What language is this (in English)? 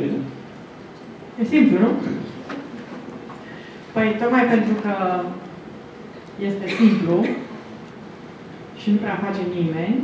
Romanian